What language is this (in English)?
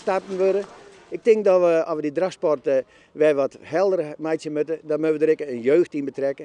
Western Frisian